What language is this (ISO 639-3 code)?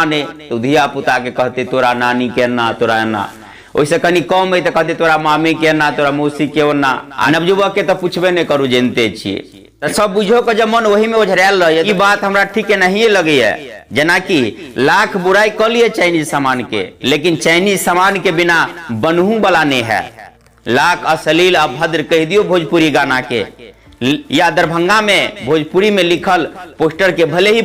mai